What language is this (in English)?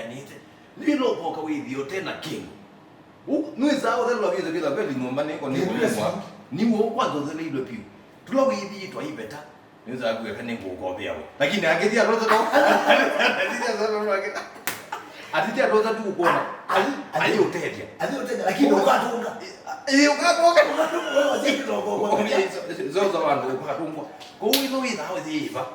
Kamba